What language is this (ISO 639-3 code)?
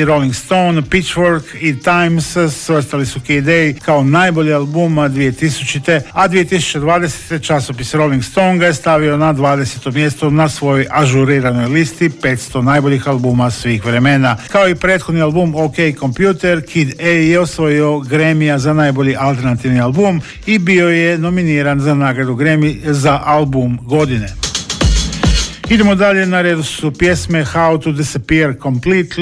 hrv